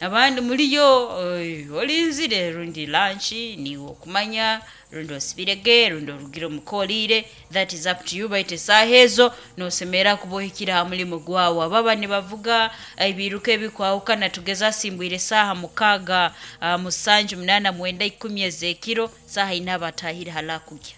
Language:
Nyoro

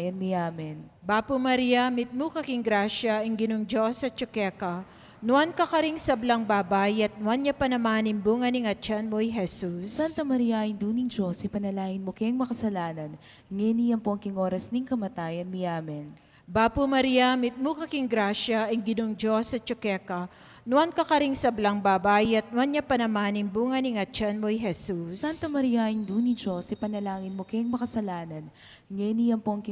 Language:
Pampanga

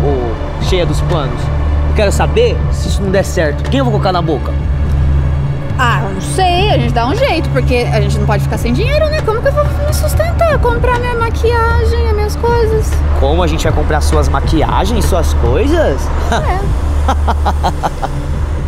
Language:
Portuguese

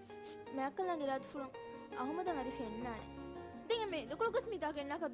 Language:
Divehi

